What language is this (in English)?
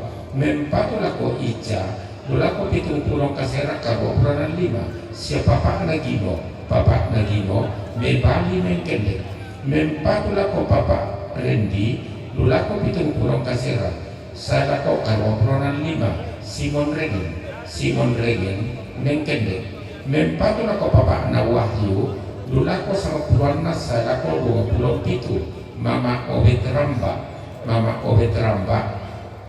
Toraja-Sa'dan